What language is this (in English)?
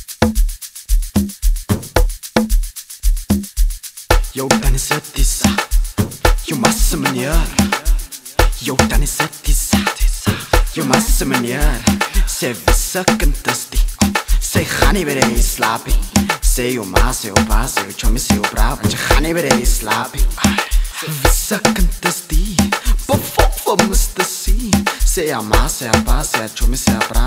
Afrikaans